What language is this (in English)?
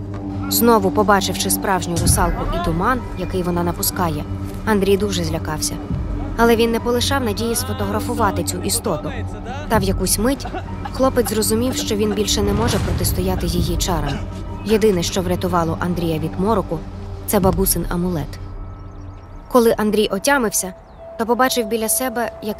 Ukrainian